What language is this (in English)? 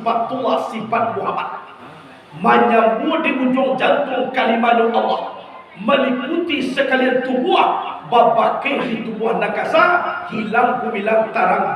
Minangkabau